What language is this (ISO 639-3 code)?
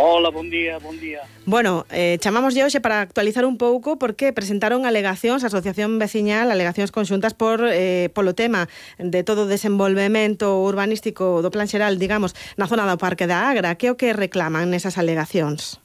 glg